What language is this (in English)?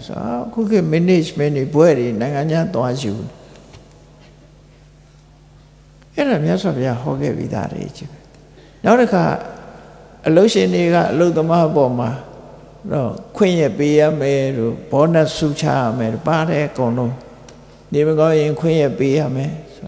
Burmese